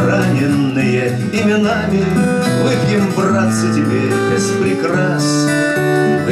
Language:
Russian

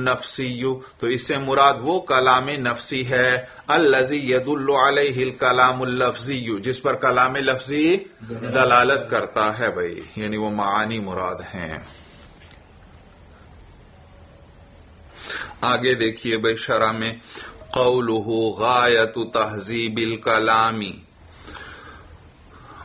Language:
Urdu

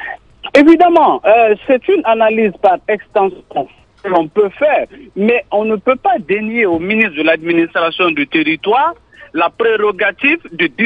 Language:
French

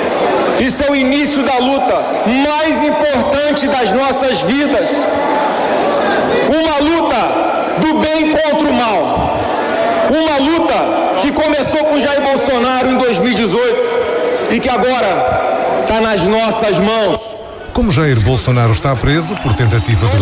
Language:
Portuguese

